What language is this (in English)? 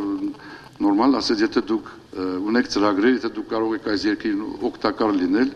Armenian